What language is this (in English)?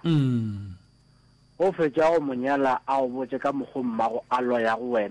Northern Sotho